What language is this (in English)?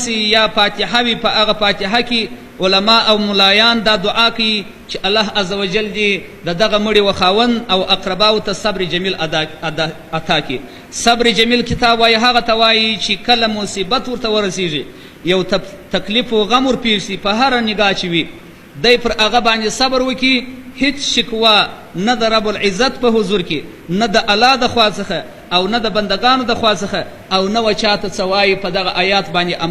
Pashto